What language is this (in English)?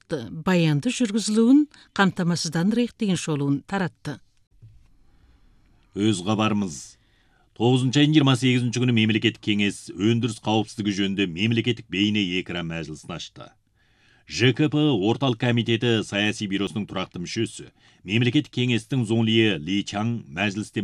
Kazakh